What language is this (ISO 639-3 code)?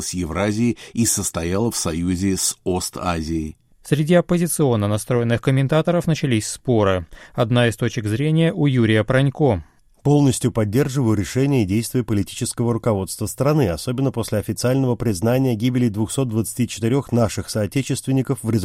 rus